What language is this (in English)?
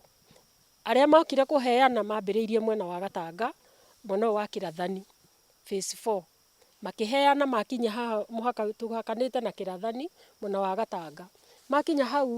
Kikuyu